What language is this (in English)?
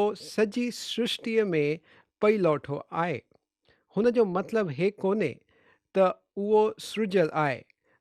Sindhi